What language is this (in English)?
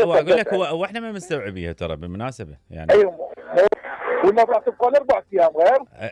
Mesopotamian Arabic